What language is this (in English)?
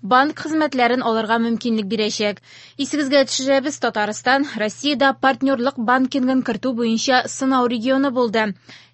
Tatar